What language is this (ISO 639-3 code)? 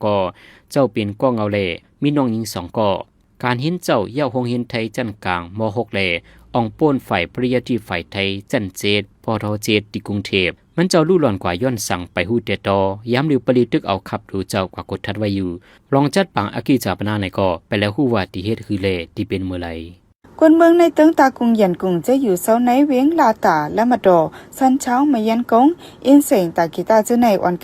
shn